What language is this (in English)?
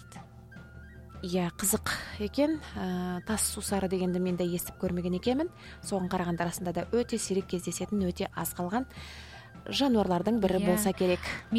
Kazakh